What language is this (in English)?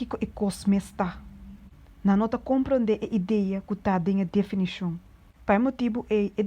Papiamento